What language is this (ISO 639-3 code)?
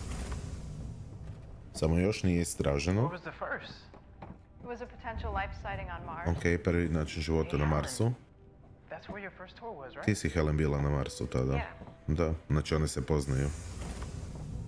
hrv